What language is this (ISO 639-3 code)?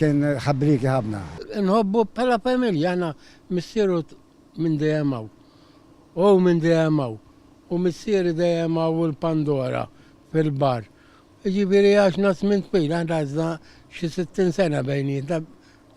mlt